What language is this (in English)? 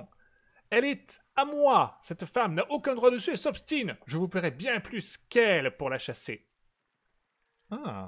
French